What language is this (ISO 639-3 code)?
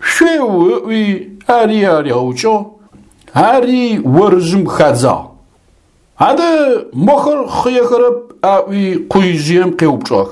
ady